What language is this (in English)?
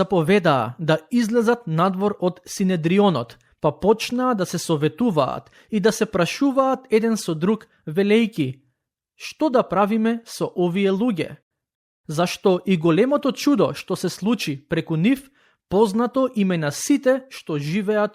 Macedonian